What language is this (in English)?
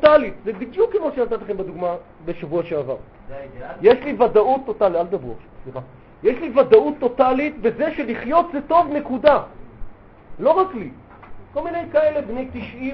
Hebrew